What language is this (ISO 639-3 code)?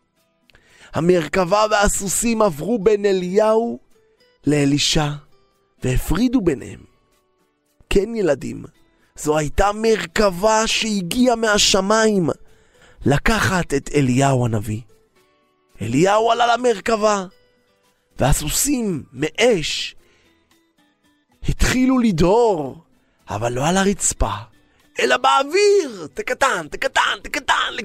heb